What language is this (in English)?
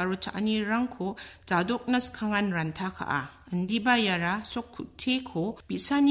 Garo